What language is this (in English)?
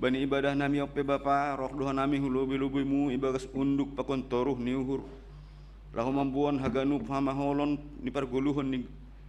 Batak Simalungun